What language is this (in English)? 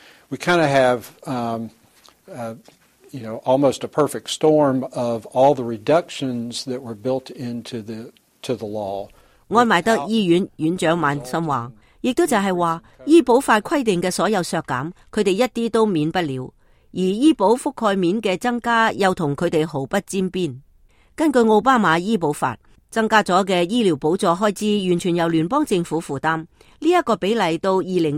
Cantonese